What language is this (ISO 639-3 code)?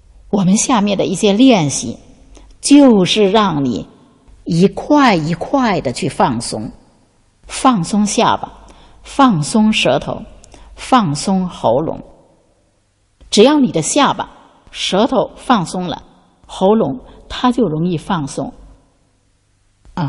zho